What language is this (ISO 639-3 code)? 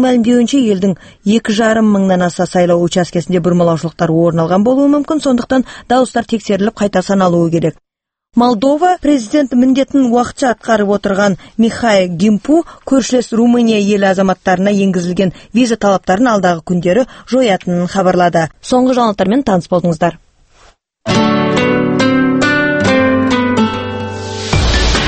kaz